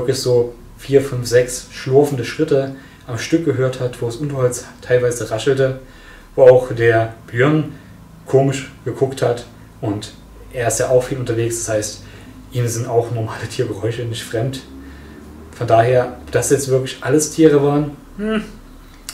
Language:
German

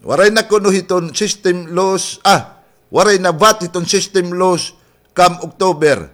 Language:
Waray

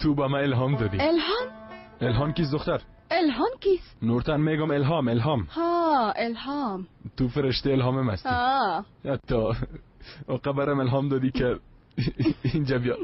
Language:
Persian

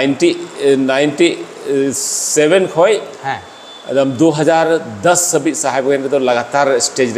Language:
Santali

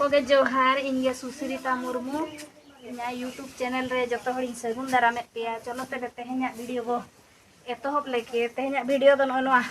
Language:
Santali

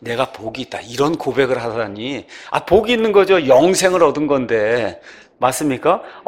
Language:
Korean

